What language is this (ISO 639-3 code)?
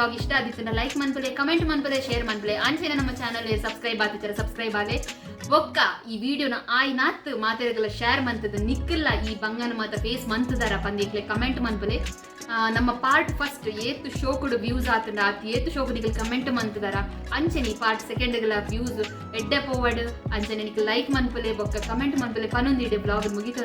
tcy